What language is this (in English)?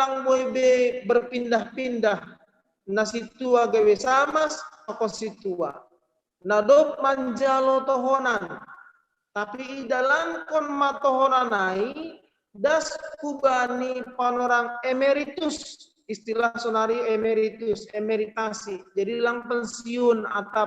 Batak Simalungun